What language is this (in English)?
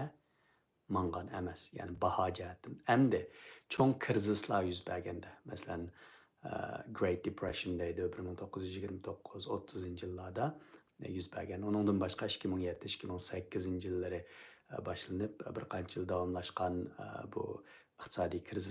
Uyghur